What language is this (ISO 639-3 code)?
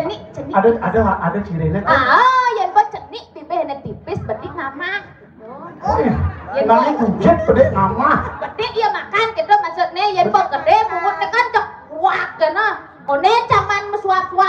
ban